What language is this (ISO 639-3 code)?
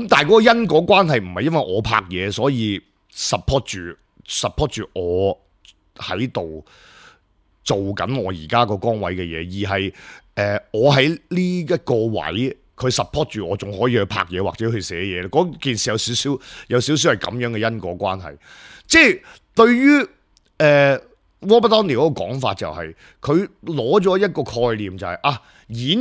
yue